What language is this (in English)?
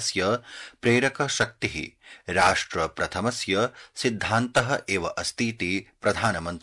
Sanskrit